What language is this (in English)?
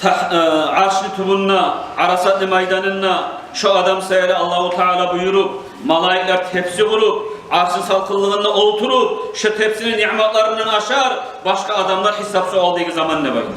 Kumyk